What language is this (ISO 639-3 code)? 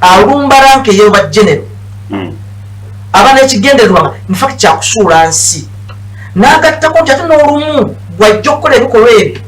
lug